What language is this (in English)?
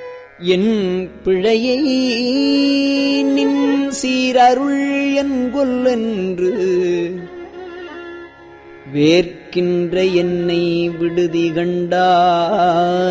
Tamil